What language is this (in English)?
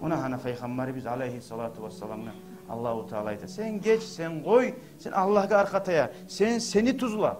Kumyk